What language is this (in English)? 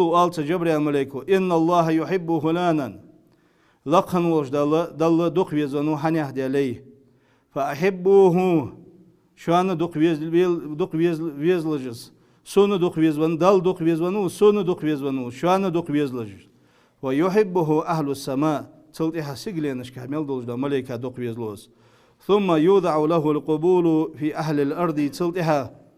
Ingush